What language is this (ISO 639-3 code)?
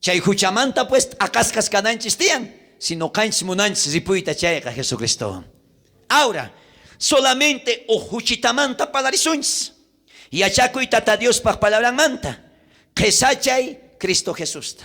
quh